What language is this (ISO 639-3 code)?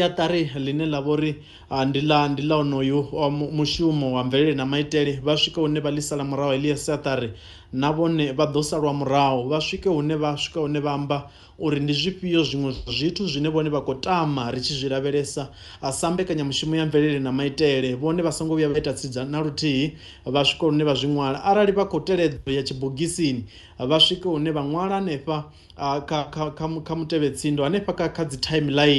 ven